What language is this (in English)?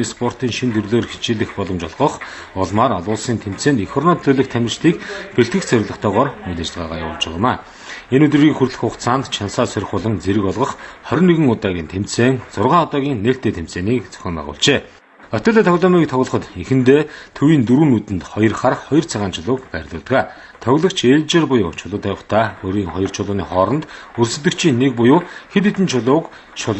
Mongolian